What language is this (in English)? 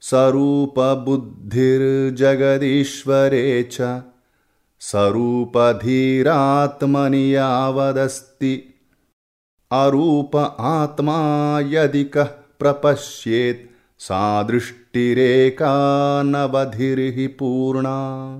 Sanskrit